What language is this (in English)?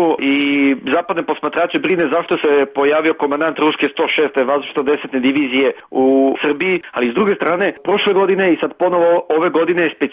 Serbian